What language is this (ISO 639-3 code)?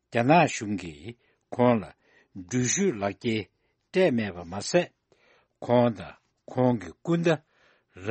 bod